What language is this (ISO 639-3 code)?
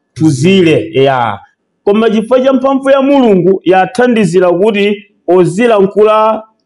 nya